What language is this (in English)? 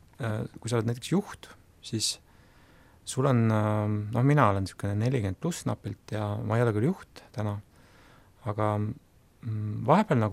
Estonian